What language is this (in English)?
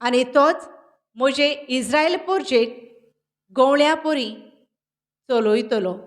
Konkani